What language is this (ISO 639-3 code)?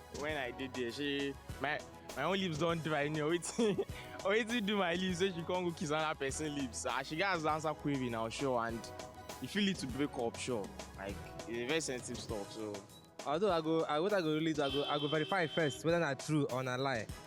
pcm